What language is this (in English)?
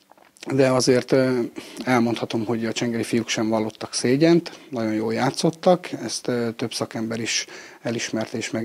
Hungarian